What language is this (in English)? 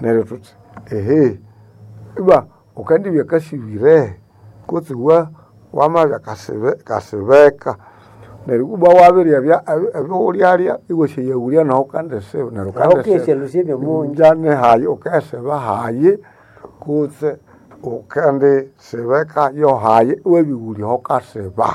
Nande